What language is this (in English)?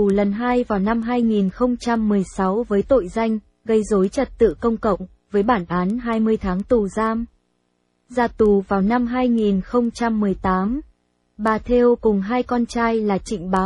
Vietnamese